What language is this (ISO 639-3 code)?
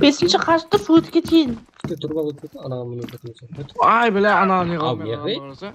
kaa